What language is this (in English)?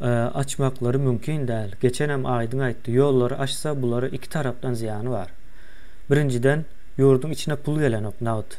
Turkmen